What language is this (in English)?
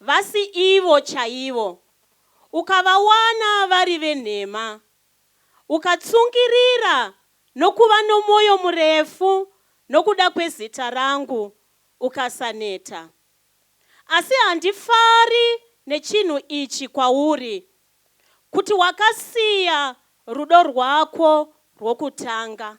Shona